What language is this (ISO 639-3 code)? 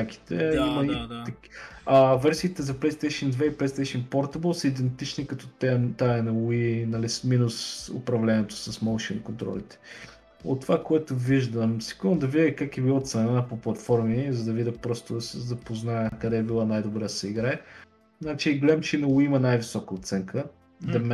bul